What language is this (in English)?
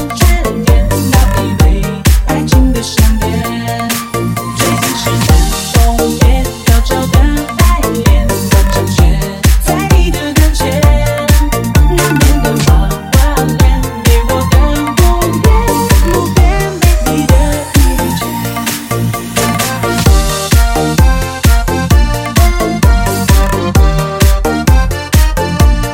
Chinese